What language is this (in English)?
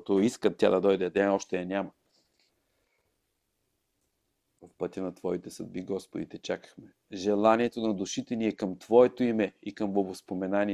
Bulgarian